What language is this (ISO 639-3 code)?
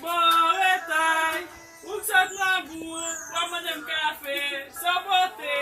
hat